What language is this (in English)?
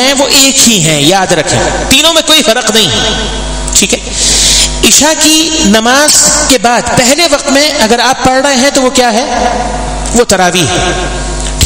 Urdu